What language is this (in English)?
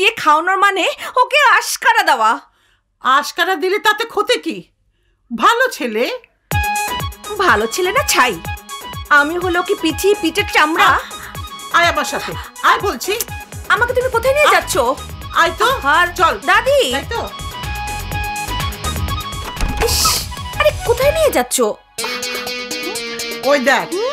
Bangla